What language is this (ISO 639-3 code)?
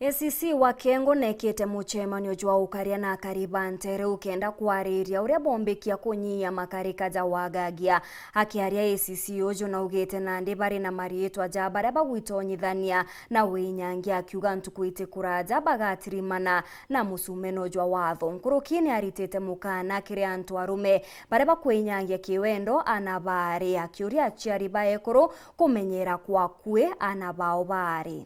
mer